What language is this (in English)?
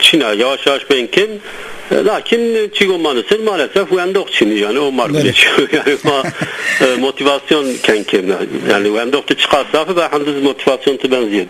Zaza